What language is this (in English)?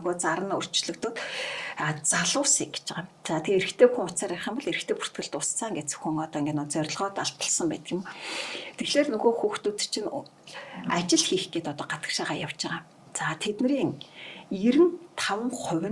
Mongolian